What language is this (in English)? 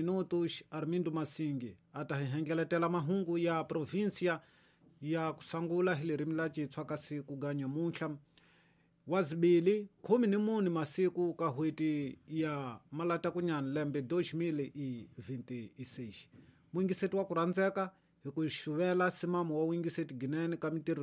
Tsonga